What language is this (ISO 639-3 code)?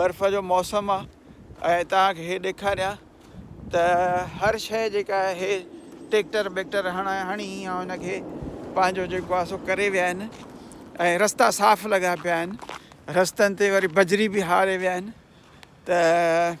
snd